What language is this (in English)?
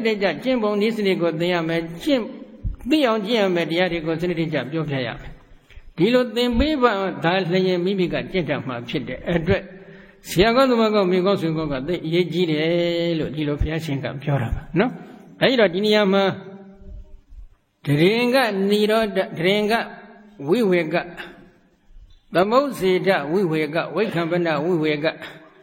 Burmese